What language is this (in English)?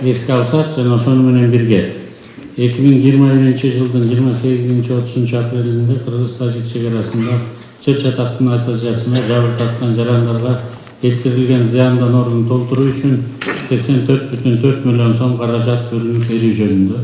Kyrgyz